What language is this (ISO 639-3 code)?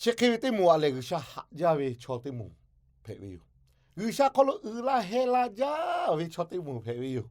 lhu